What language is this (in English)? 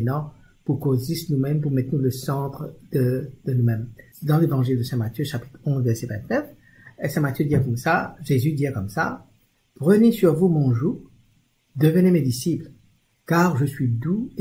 Morisyen